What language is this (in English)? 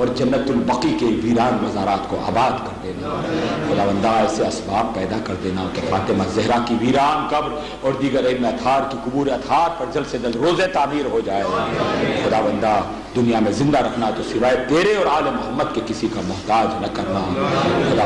Urdu